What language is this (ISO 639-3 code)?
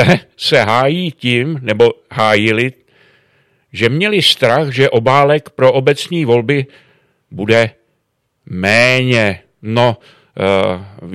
ces